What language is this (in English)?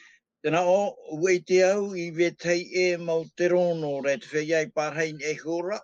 Tahitian